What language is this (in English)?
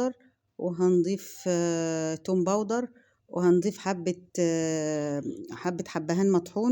Egyptian Arabic